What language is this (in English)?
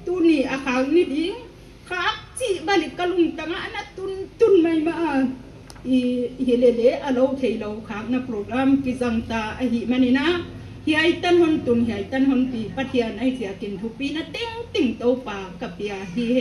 Paite Chin